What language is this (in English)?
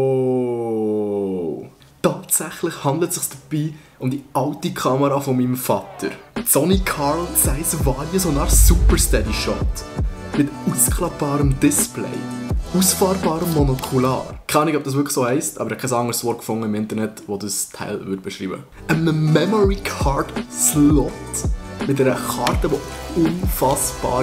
Swiss German